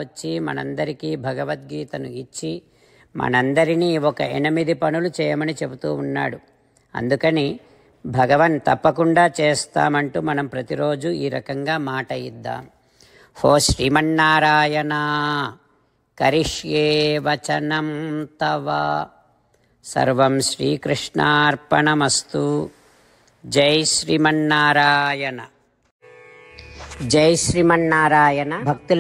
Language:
Telugu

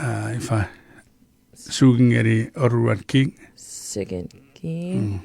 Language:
Chuukese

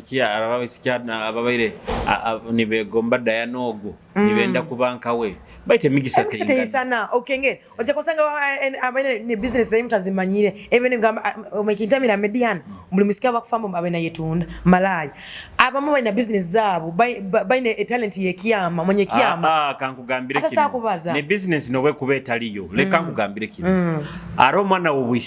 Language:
Nyoro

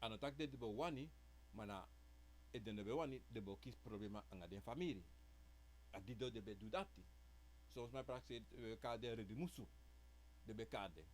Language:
Sranan Tongo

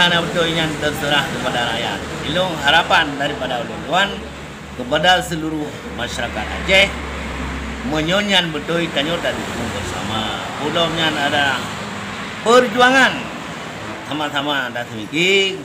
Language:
Achinese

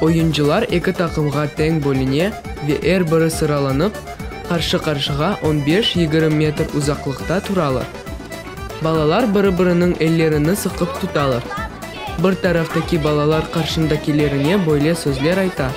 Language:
Crimean Tatar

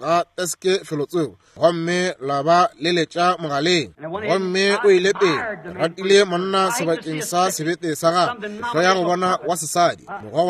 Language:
Northern Sotho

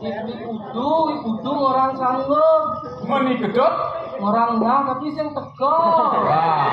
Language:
Balinese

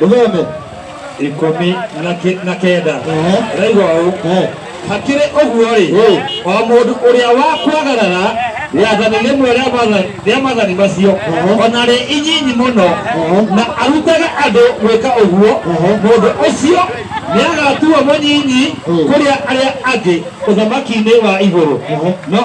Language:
Kikuyu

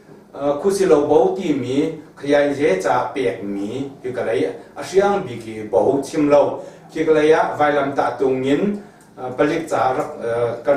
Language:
Hakha Chin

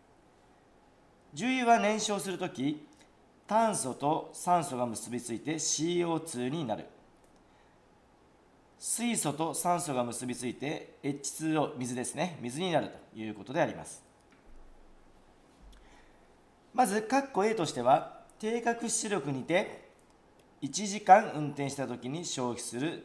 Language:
Japanese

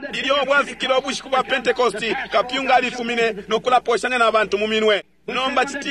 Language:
Bemba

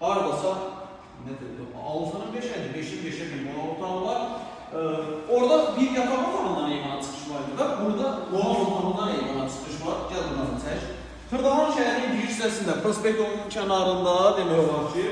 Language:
Azerbaijani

